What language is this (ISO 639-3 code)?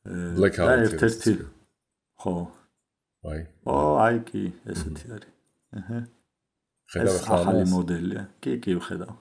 kat